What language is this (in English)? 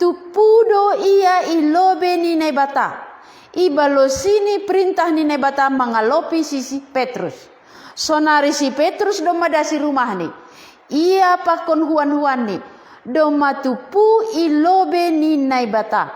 Batak Simalungun